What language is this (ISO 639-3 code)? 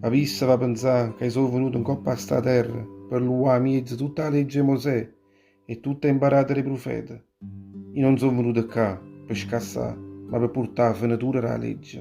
nap